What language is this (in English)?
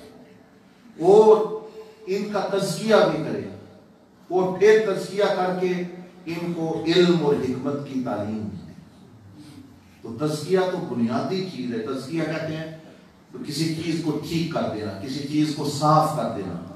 Urdu